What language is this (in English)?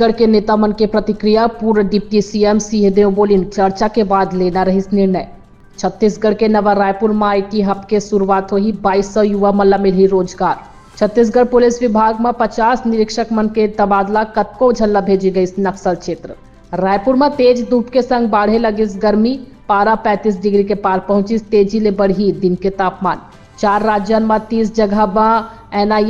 Chhattisgarhi